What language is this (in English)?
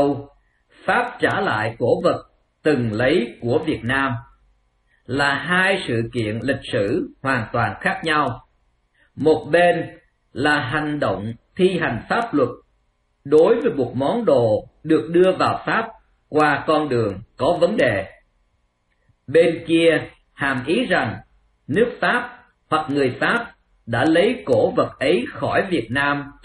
Vietnamese